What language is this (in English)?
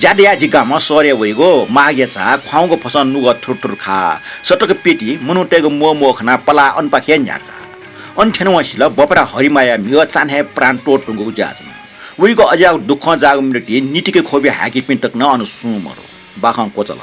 Newari